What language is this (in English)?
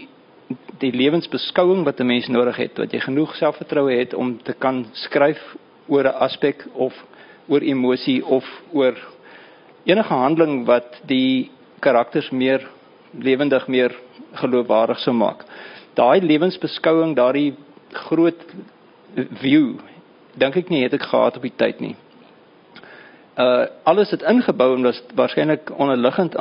Afrikaans